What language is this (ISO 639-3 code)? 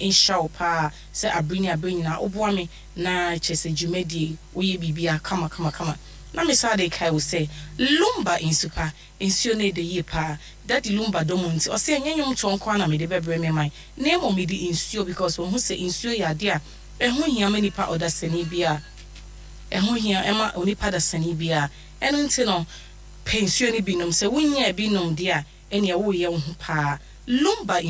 aka